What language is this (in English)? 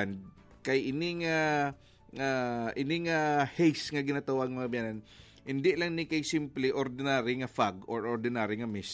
Hiligaynon